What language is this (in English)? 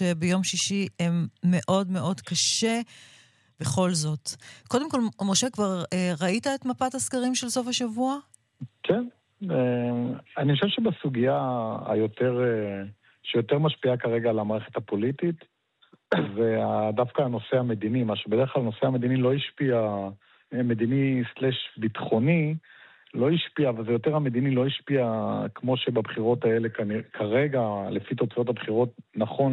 Hebrew